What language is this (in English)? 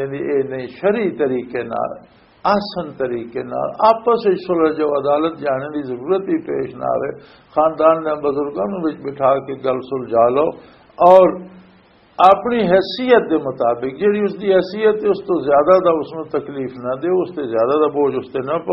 Western Panjabi